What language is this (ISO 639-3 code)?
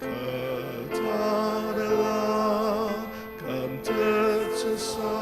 njo